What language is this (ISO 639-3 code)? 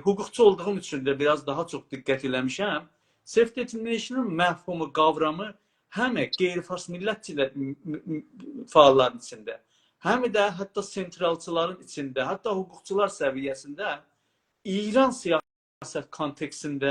azb